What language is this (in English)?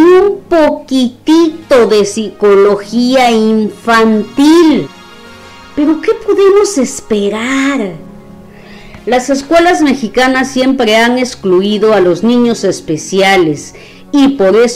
Spanish